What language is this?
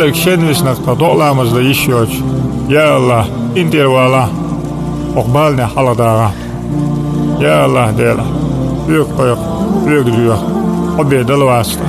Chechen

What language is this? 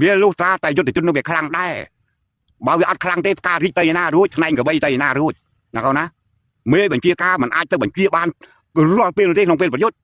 Khmer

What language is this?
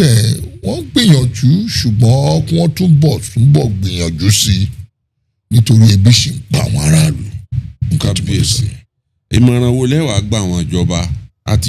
Yoruba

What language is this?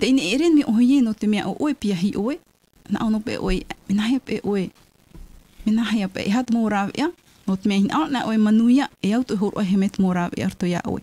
Tahitian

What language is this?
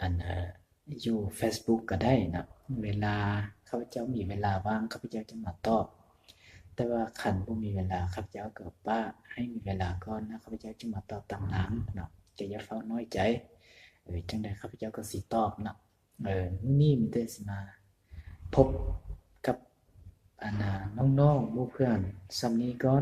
Lao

